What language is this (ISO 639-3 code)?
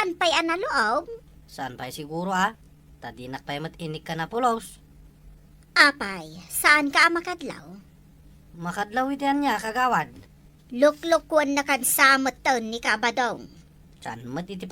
ilo